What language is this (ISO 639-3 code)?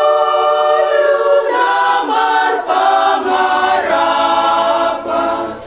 bts